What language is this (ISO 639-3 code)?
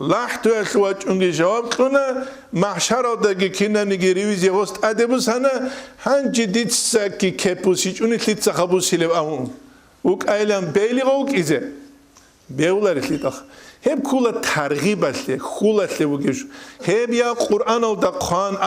ava